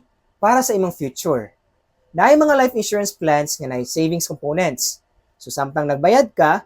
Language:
Cebuano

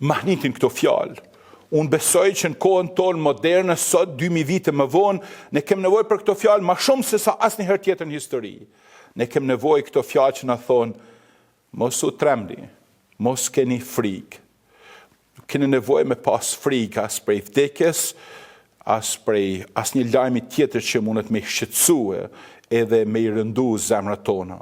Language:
Albanian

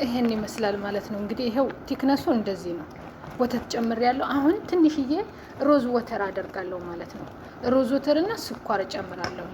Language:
Amharic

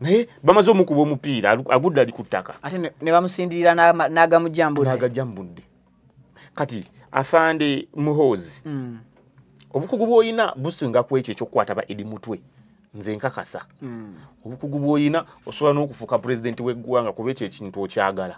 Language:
Ganda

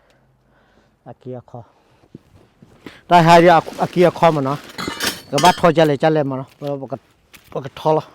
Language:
S'gaw Karen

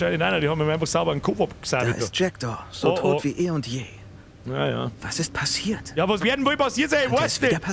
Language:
Bavarian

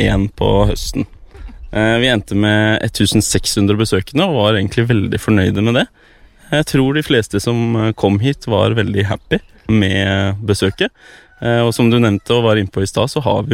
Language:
Norwegian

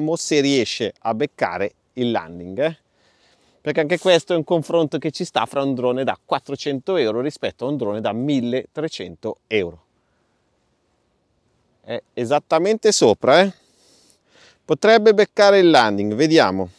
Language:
Italian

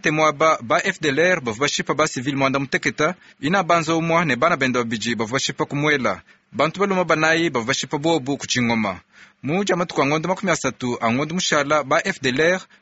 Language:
Luba-Lulua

